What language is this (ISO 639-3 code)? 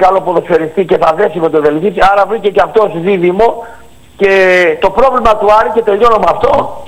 ell